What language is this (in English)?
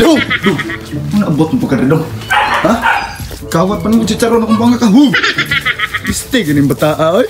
Cebuano